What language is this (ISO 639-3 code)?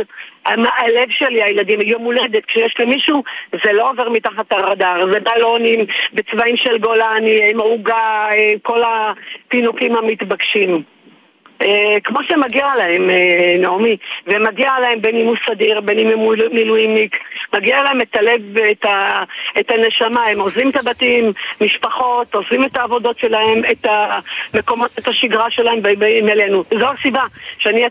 heb